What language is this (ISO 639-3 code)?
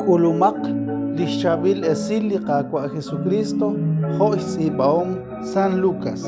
kek